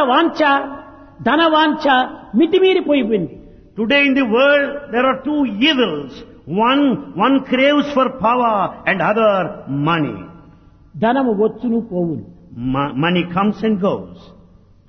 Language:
Telugu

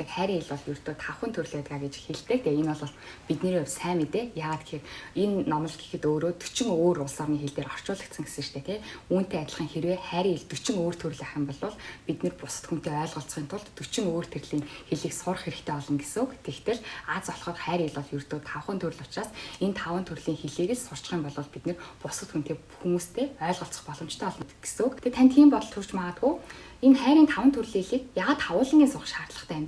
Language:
Mongolian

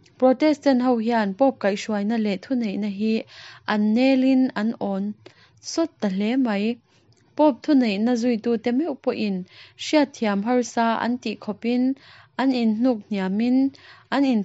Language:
Mizo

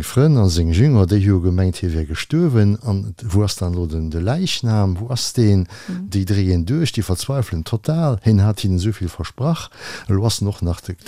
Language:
Luxembourgish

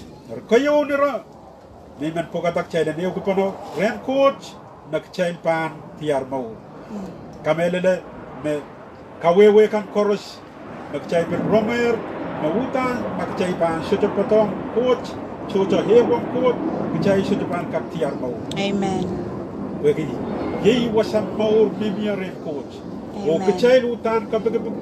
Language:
Pohnpeian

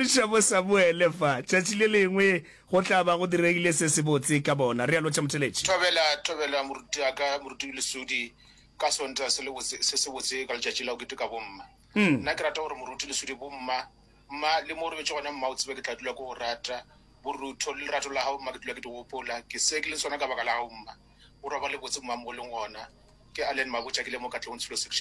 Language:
Northern Sotho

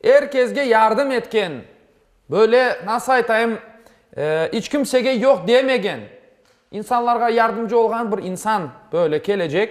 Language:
Crimean Tatar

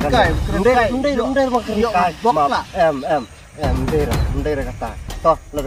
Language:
Khasi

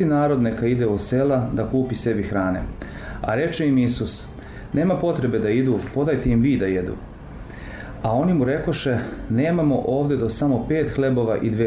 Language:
Serbian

